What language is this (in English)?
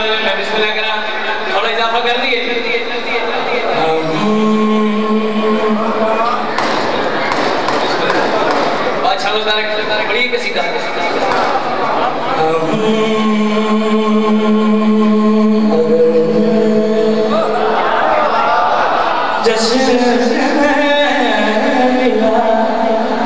Urdu